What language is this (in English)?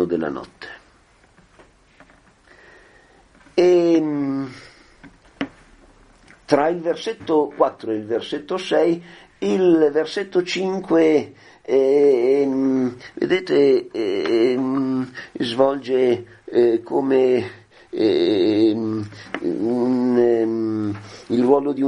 Italian